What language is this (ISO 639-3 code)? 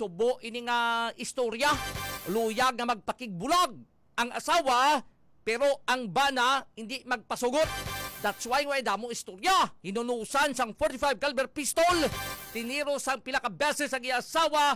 hil